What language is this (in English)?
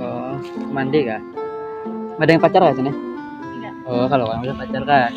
Banjar